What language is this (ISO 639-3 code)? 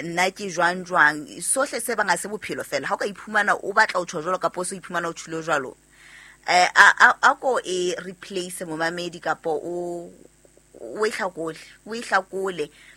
sot